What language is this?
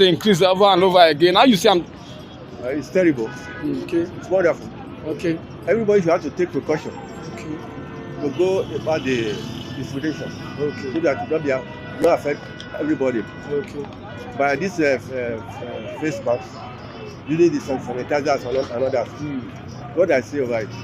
Nigerian Pidgin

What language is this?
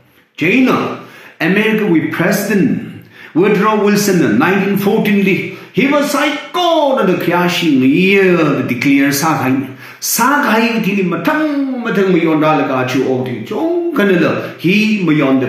Tangkhul Naga (India)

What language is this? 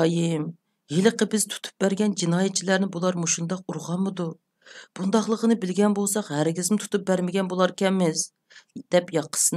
Uyghur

